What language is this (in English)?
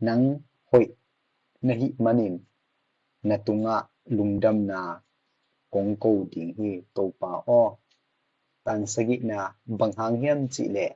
Tedim Chin